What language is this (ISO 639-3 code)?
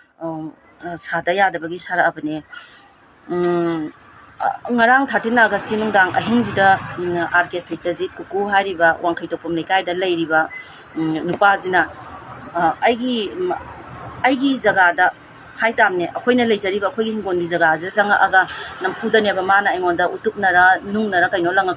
mni